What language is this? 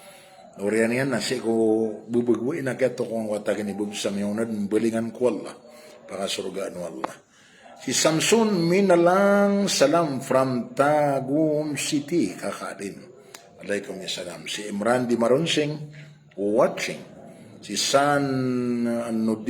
Maranao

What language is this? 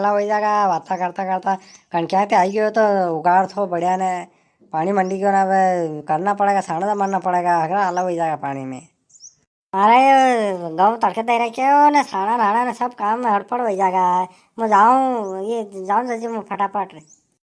Rajasthani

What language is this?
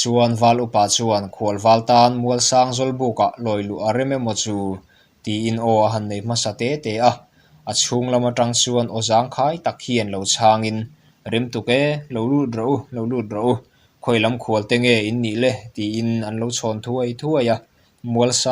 Mizo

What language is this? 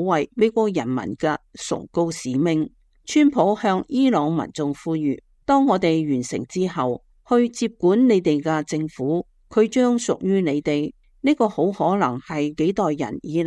Cantonese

